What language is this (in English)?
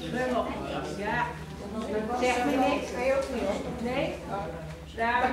Gronings